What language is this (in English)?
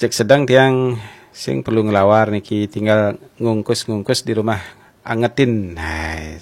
Balinese